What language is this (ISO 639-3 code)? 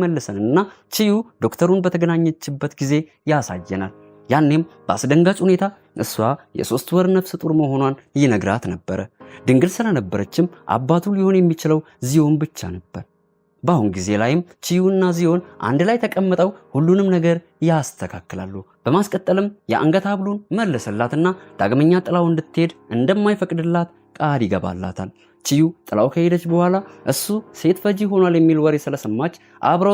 amh